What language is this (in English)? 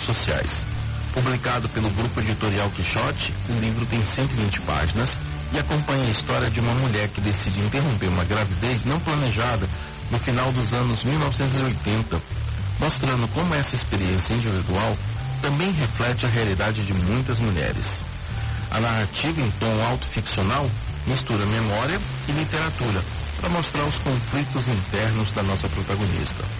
Portuguese